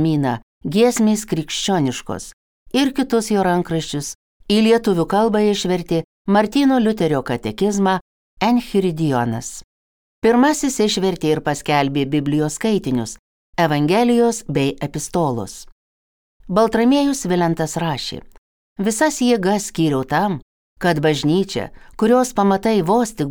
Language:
Lithuanian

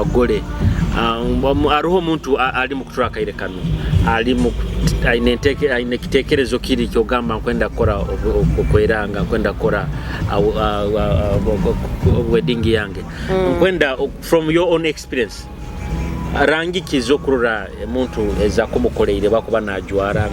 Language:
Nyoro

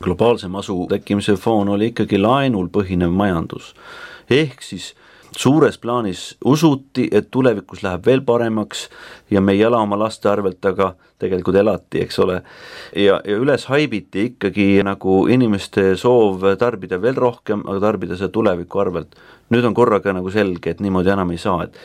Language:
Estonian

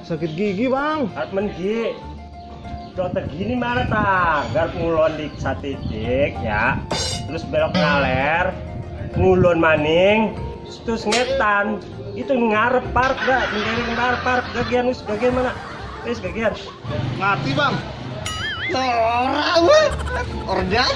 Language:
Betawi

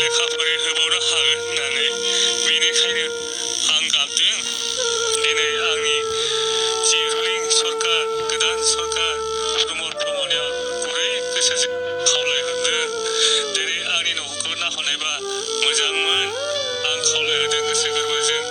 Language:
Bodo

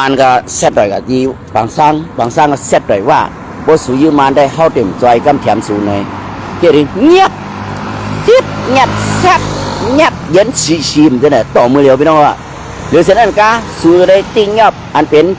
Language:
Shan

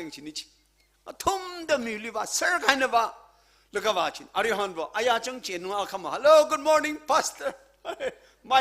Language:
Tangkhul Naga (India)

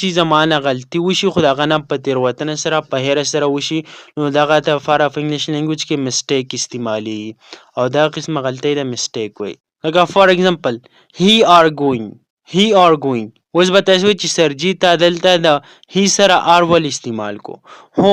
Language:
Pashto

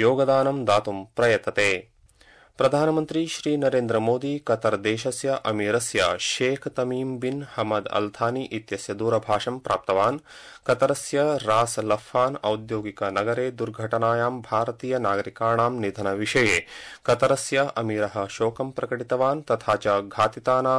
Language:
Sanskrit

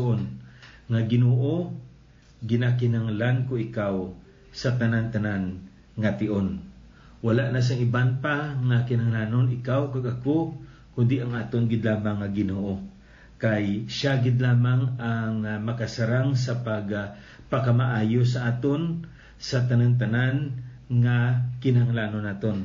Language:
Hiligaynon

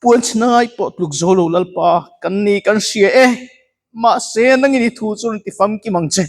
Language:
Mizo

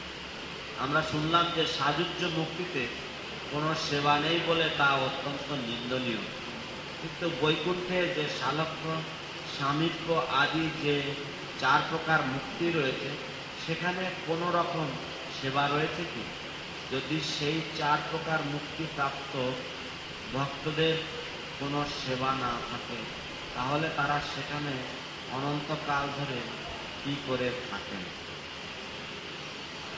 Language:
Bangla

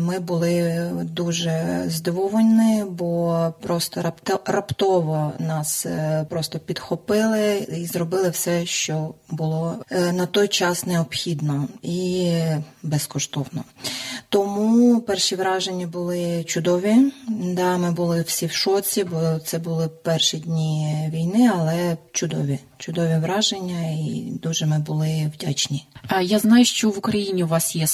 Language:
Ukrainian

